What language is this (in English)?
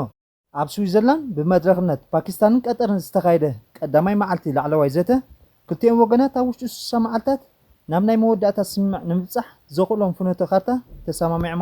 Tigrinya